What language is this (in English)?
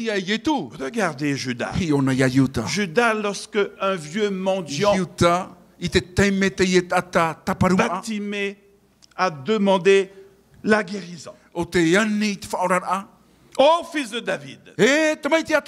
Tahitian